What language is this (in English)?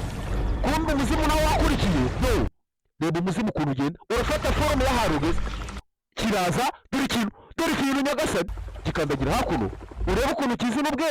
Kinyarwanda